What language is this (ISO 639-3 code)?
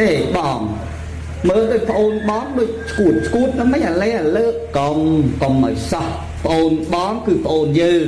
khm